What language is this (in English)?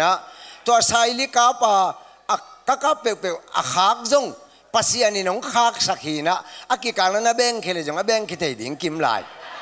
Tedim Chin